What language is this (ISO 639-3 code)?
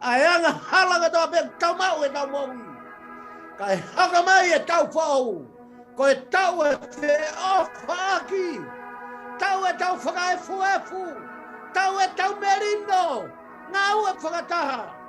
ton